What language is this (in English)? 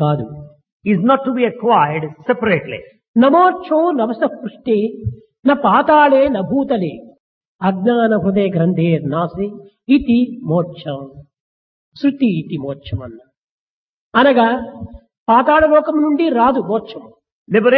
Telugu